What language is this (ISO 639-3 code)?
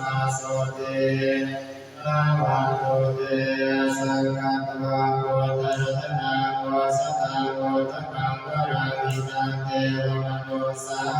pli